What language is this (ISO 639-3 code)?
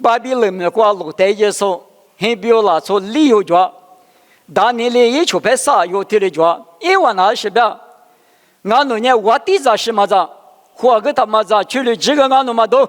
lis